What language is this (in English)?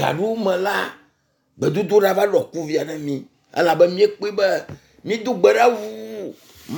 Ewe